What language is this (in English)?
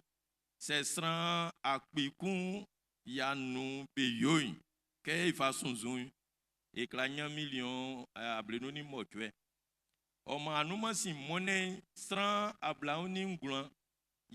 Baoulé